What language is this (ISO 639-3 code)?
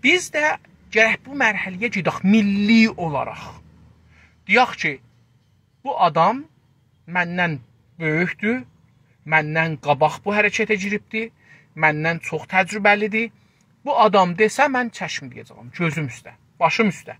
azb